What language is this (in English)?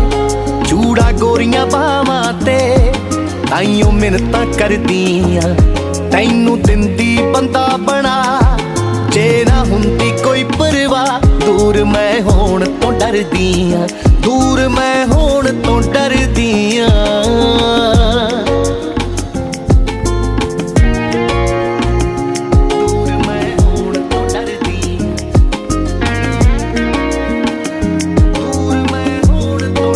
Punjabi